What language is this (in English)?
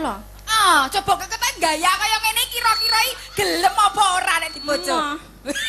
Javanese